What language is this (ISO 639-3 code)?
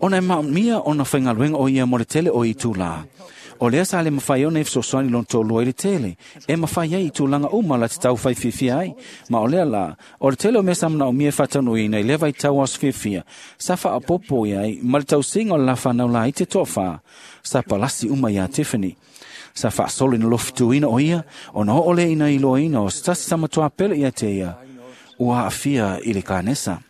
smo